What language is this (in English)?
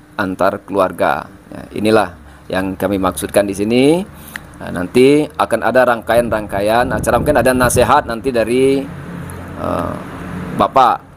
Indonesian